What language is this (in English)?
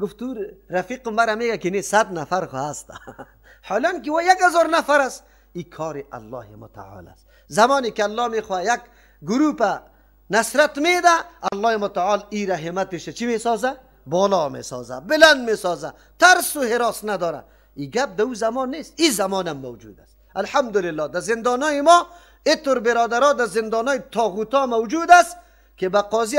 Persian